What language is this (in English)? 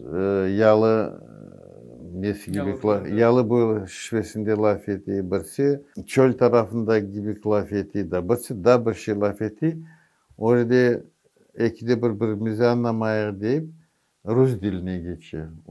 Crimean Tatar